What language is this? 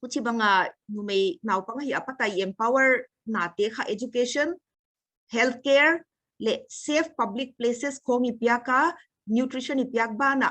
Paite Chin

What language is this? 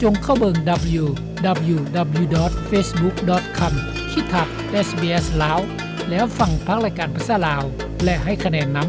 Lao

